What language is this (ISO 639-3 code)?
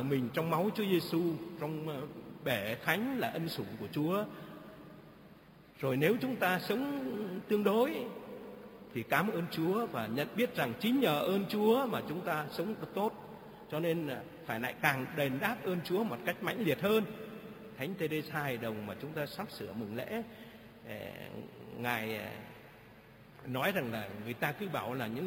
vie